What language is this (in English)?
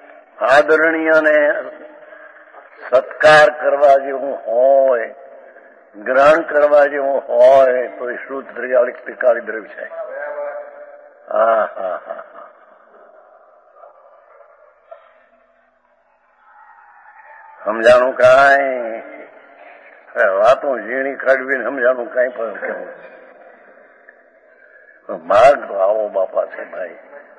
Gujarati